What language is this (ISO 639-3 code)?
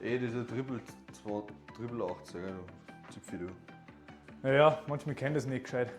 bar